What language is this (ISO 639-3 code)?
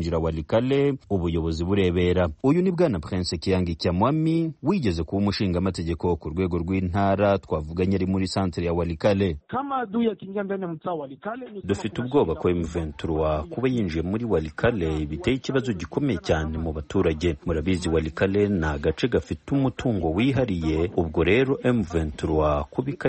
kin